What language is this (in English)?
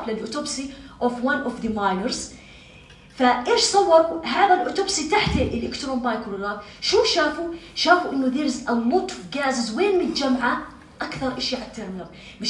North Levantine Arabic